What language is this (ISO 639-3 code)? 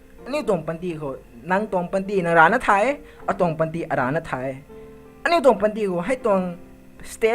nbu